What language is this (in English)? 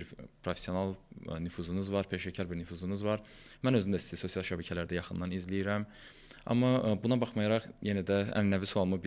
Azerbaijani